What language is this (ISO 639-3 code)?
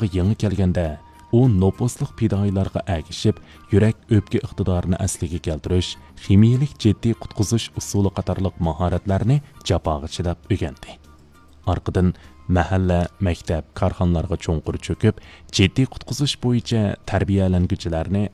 uig